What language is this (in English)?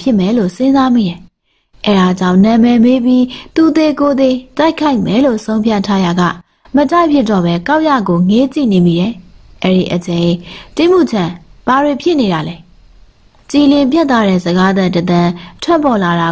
Burmese